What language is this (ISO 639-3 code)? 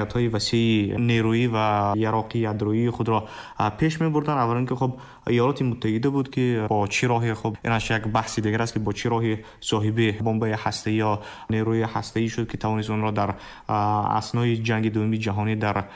tgk